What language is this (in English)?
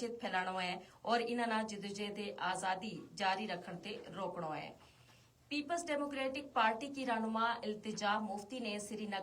Gujari